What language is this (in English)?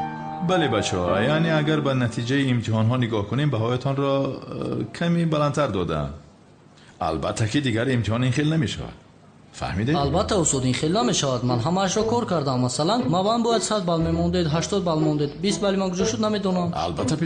Tajik